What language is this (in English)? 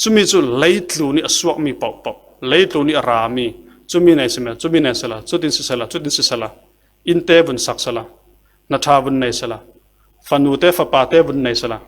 Falam Chin